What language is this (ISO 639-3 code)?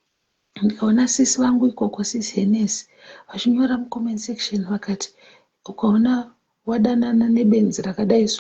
sna